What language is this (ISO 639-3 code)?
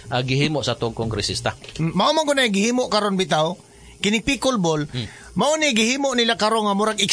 ceb